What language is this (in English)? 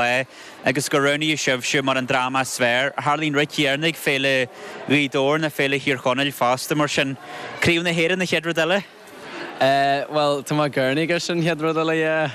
Irish